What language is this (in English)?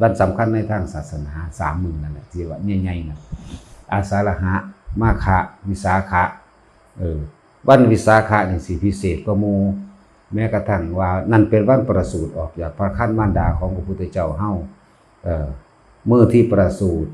Northeastern Thai